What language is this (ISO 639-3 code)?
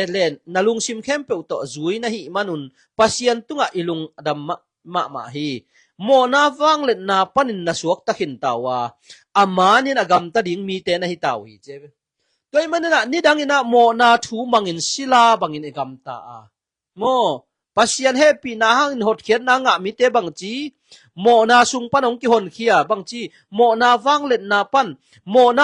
ctd